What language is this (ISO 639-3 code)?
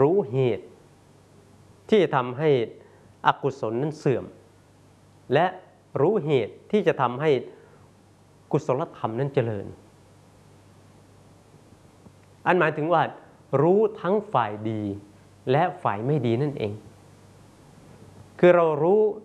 tha